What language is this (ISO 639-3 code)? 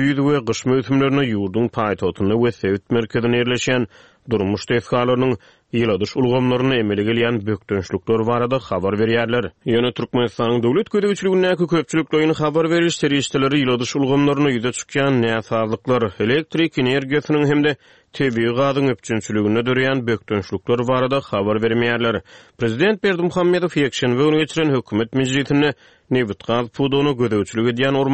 tuk